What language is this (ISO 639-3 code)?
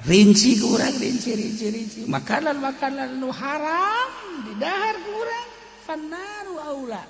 sun